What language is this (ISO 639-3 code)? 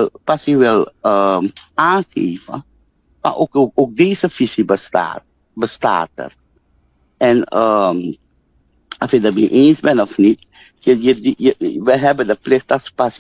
nld